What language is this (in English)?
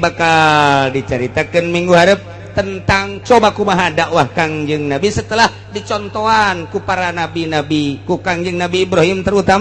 Sundanese